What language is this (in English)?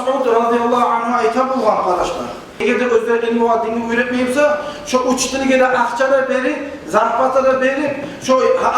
Kumyk